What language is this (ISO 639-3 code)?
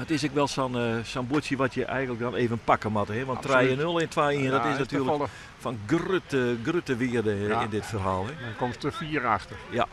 fry